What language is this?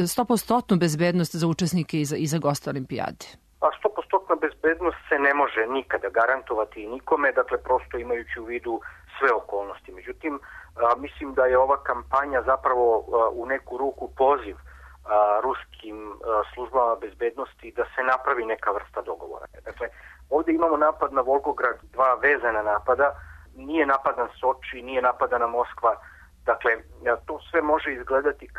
Serbian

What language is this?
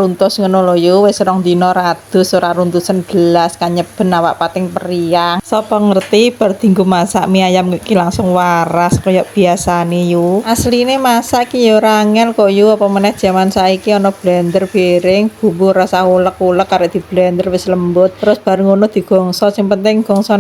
Javanese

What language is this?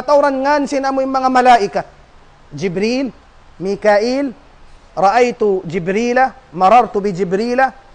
Tausug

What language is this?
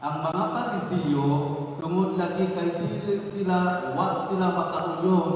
Cebuano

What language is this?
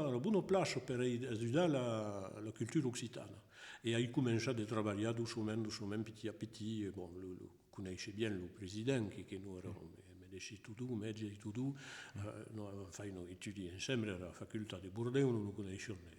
Occitan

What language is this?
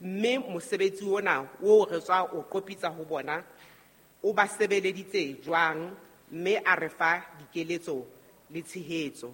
Southern Sotho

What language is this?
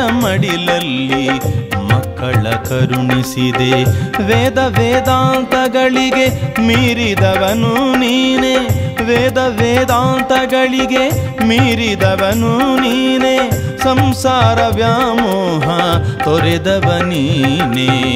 Kannada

